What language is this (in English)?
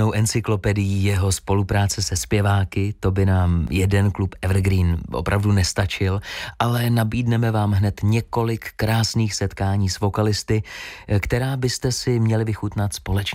Czech